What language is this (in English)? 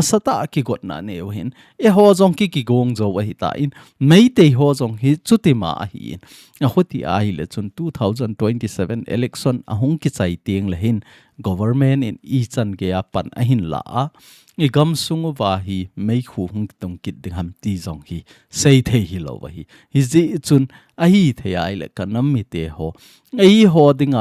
Thado Chin